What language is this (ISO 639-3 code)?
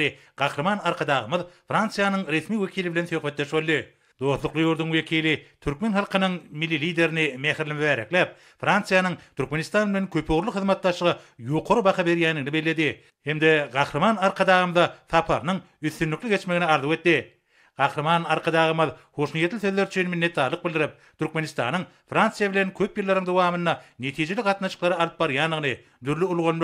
tuk